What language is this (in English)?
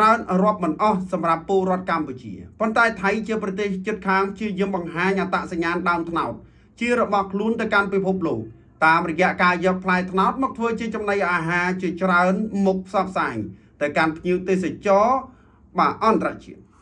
Khmer